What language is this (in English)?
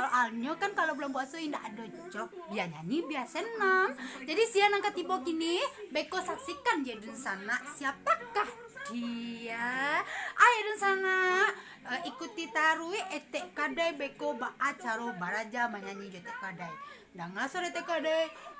Minangkabau